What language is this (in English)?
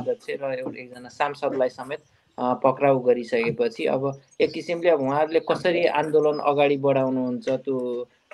Nepali